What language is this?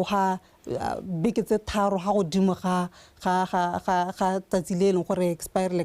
Tswana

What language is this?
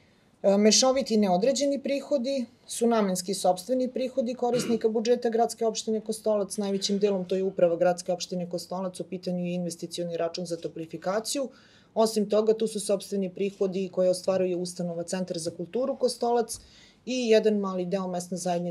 Serbian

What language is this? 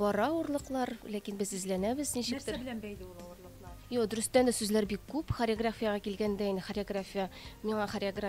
Tatar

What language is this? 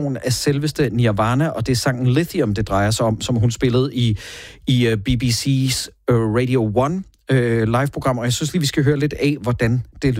Danish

